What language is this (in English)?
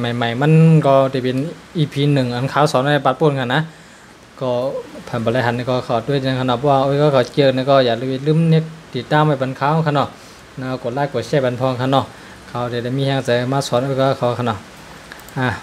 Shan